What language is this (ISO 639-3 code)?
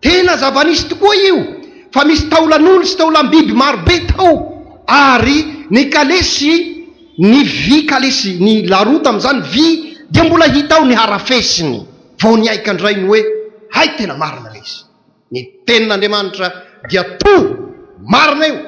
mlg